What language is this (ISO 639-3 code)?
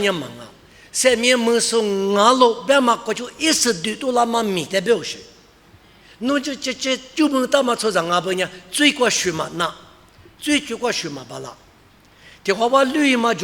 lis